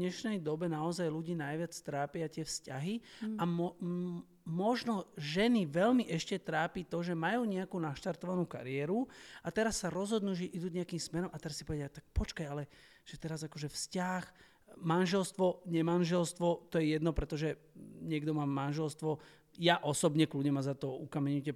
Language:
Slovak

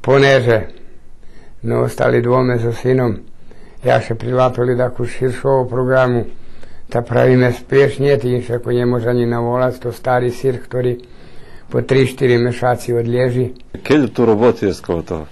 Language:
Rusyn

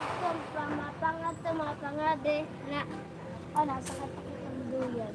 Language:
Waray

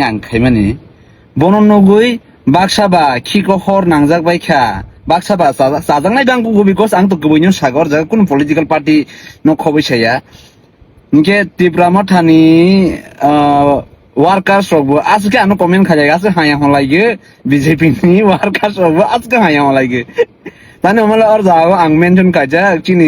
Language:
Kok Borok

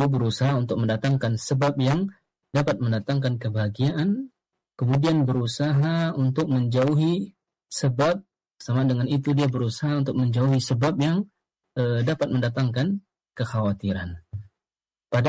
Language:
Indonesian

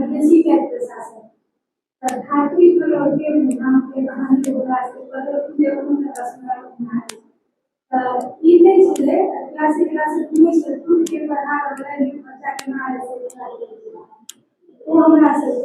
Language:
Maithili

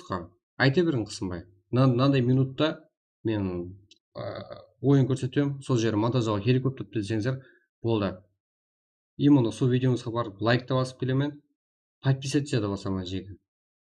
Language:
Kara-Kalpak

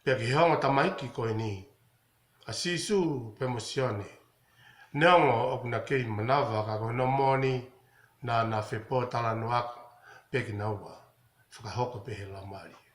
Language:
Tongan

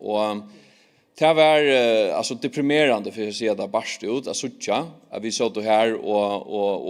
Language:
Faroese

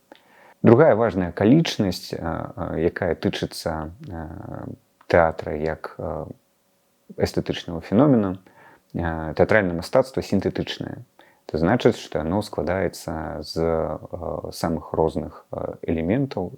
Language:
Belarusian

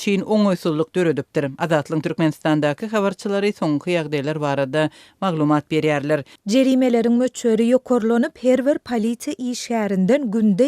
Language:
Turkmen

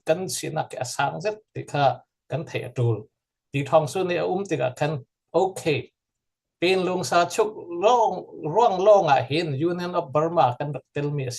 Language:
Falam Chin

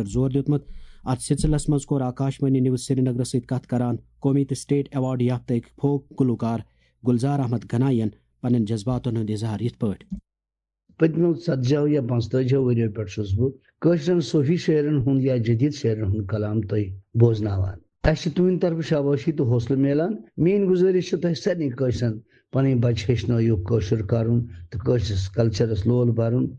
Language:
Kashmiri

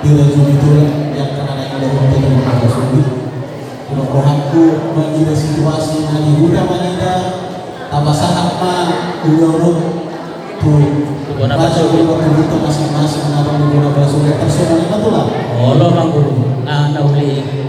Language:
Batak Toba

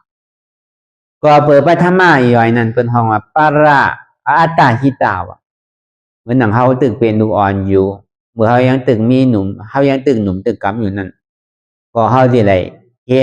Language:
Shan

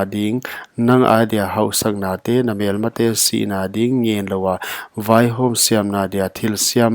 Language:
Paite Chin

